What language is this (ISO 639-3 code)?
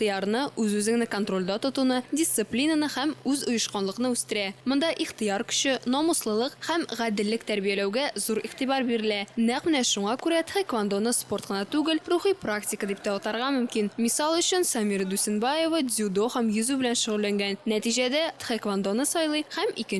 tat